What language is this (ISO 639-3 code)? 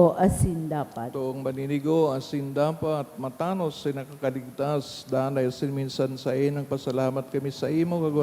bik